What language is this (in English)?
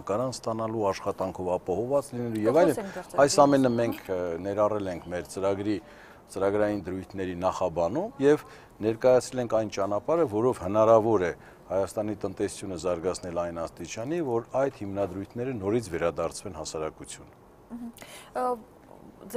Armenian